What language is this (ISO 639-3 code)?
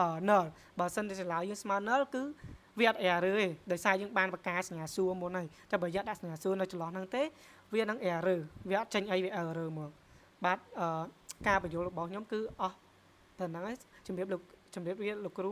khm